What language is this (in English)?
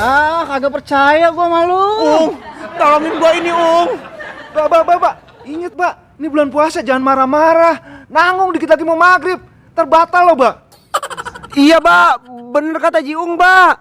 Betawi